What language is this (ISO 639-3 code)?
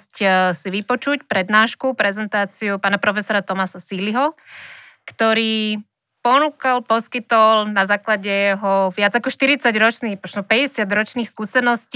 slk